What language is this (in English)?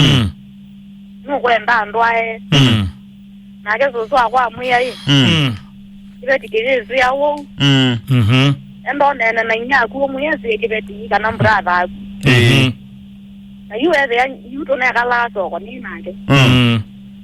Kamba